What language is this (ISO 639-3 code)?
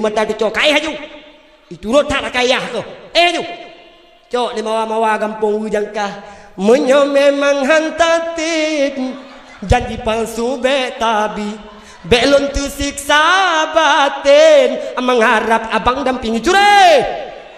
ace